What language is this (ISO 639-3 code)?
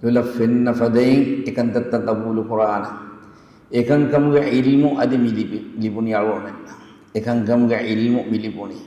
div